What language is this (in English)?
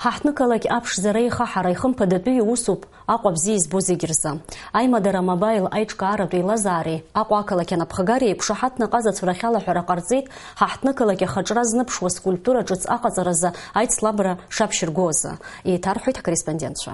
Abkhazian